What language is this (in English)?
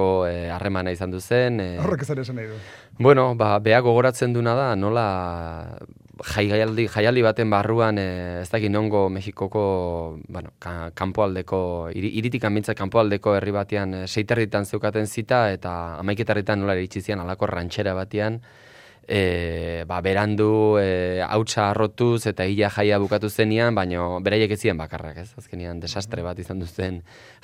Basque